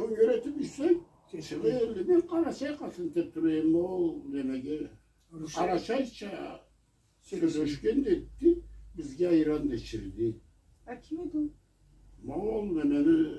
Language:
Karachay-Balkar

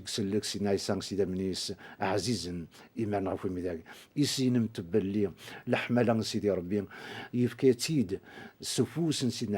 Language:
Kabyle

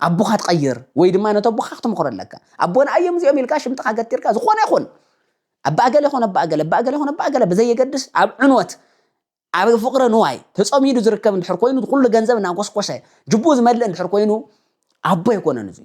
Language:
Tigrinya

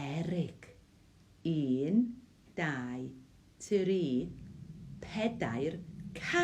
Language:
Welsh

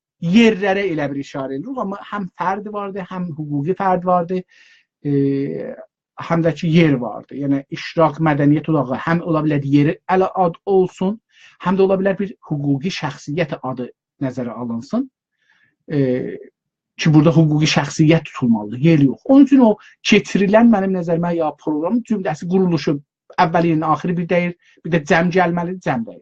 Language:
South Azerbaijani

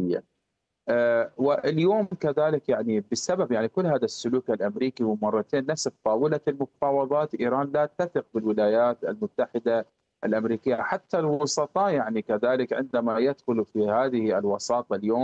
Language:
Arabic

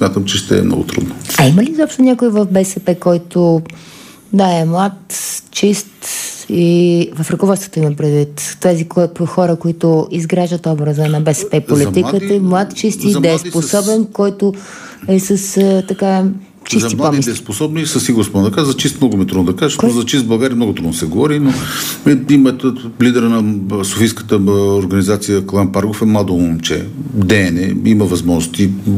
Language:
Bulgarian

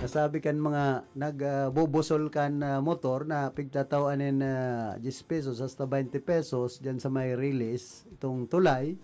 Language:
Bikol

